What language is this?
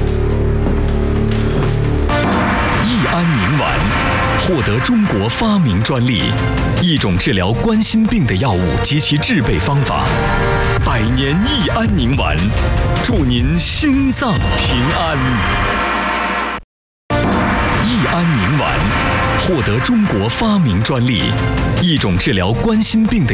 Chinese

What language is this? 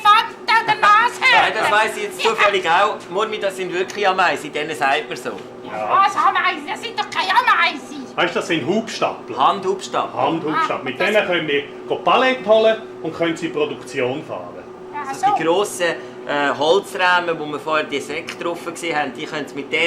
Swiss German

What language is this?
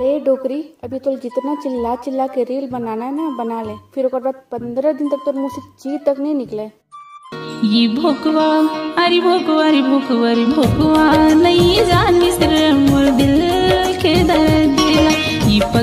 Chhattisgarhi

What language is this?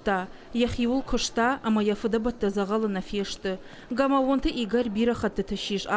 Ossetic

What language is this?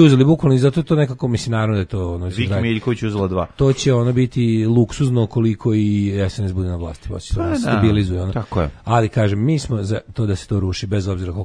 Serbian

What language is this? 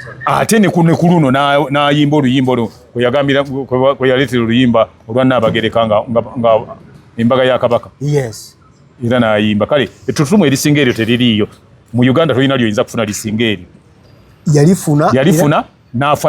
Ganda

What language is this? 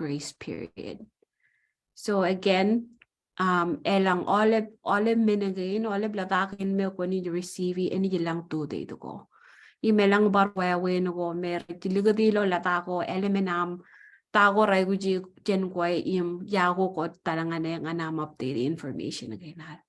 Marshallese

